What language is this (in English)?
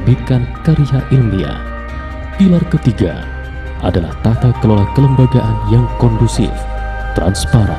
Indonesian